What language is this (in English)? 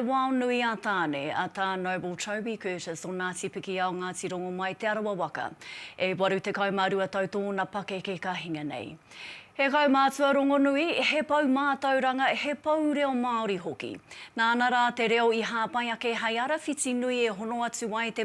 Māori